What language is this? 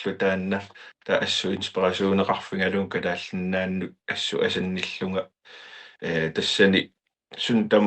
Kalaallisut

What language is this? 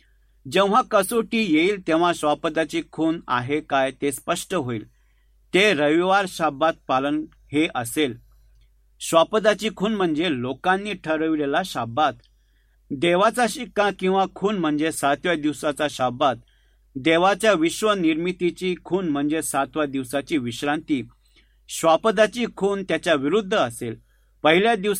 Marathi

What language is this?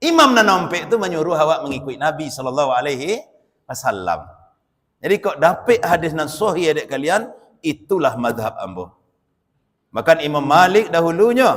Minangkabau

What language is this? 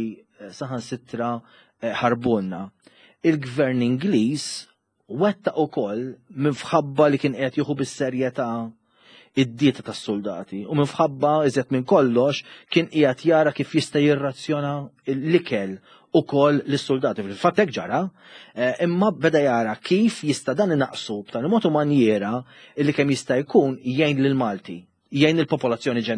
Maltese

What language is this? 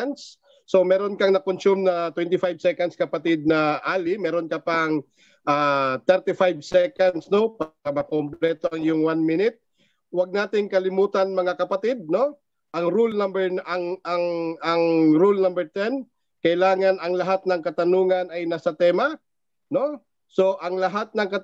Filipino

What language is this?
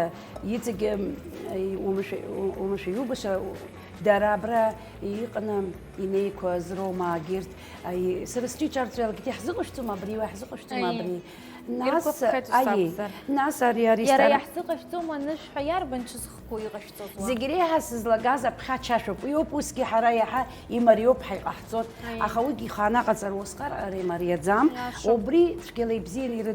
Abkhazian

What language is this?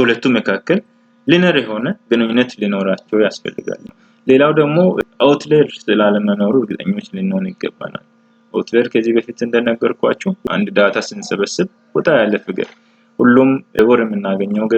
Amharic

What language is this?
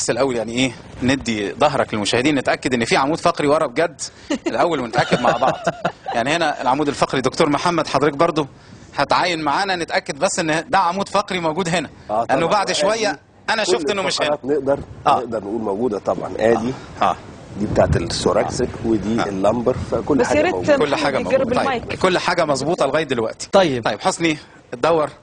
Egyptian Arabic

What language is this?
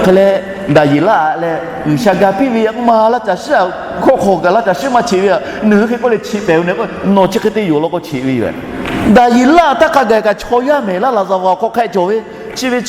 Lahu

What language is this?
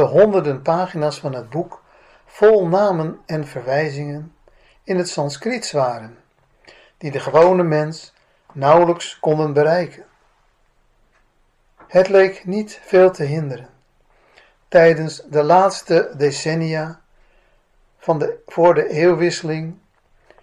Dutch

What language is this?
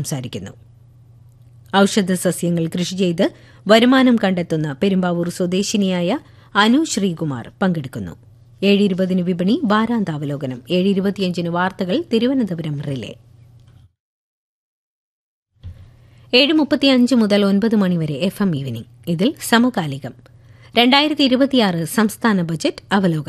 Malayalam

